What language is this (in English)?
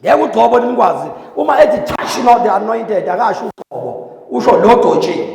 Zulu